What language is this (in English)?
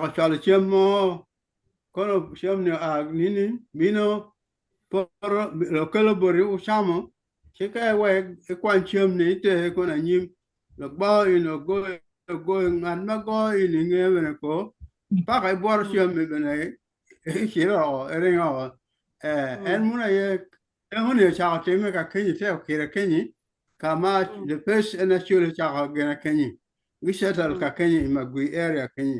Acoli